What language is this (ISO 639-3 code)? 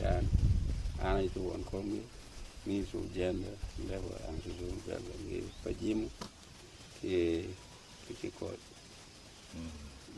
ach